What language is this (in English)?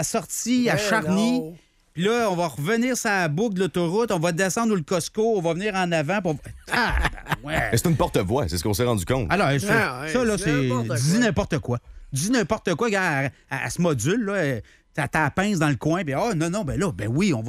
French